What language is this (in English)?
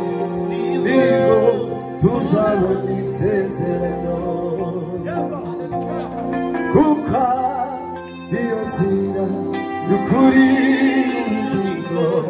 Kinyarwanda